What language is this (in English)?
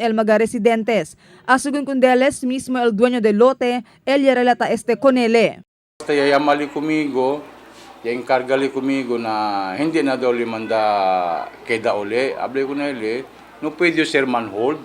Chavacano